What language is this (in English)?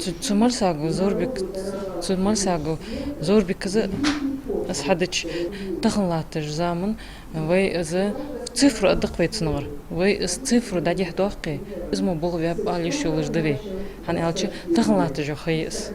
Ingush